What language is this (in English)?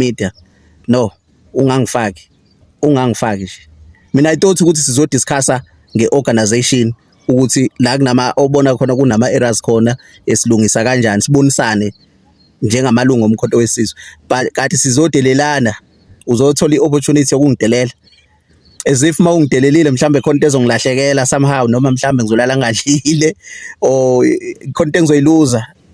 Zulu